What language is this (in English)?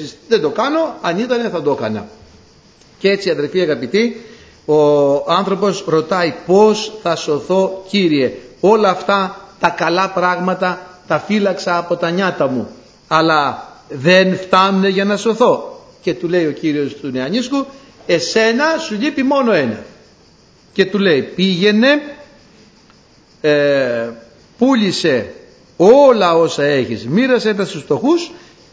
Greek